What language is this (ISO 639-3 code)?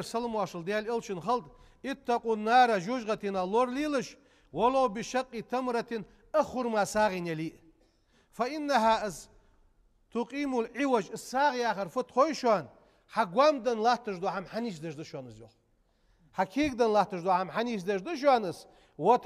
inh